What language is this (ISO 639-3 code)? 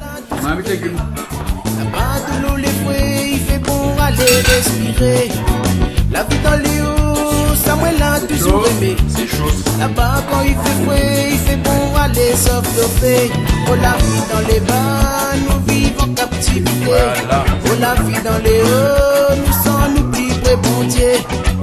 rcf